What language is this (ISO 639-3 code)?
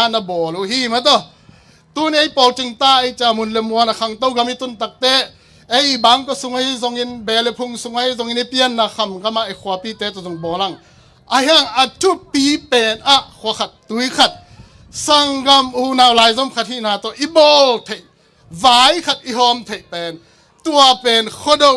ctd